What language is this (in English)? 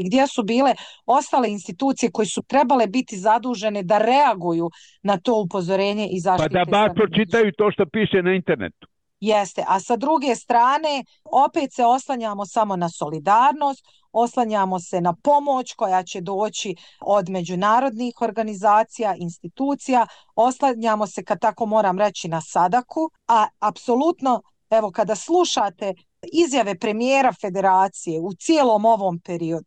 Bosnian